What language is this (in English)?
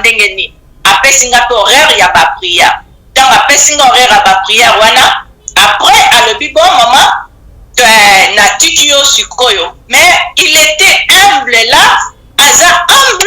Lingala